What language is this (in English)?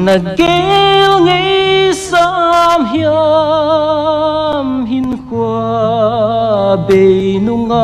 Paite Chin